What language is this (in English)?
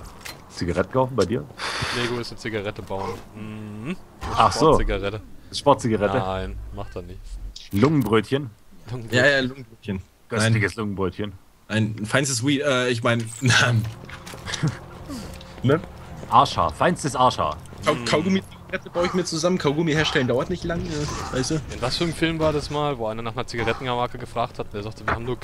German